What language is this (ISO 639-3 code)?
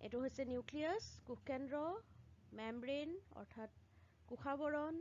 asm